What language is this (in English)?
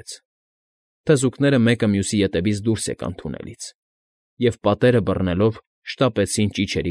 Armenian